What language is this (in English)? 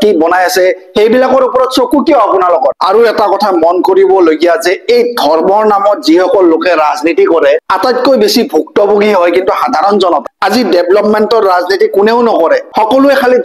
Assamese